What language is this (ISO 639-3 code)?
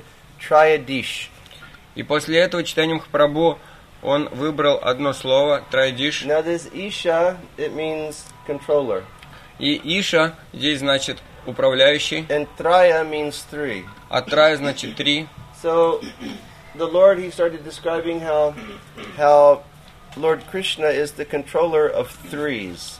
rus